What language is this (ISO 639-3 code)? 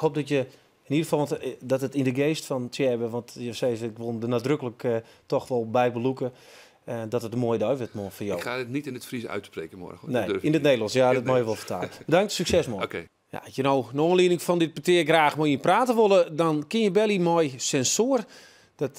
fry